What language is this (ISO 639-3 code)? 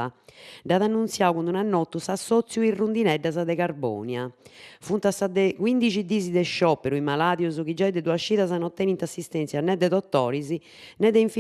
srd